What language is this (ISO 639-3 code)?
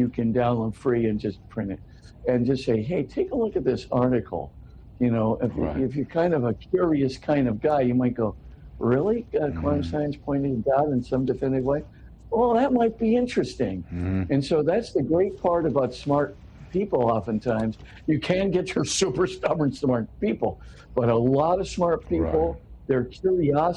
eng